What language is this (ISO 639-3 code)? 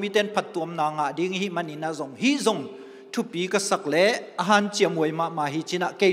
ctd